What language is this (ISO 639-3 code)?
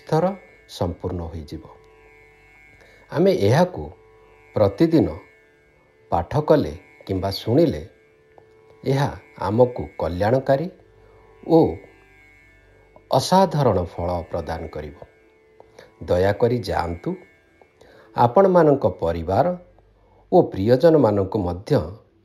ori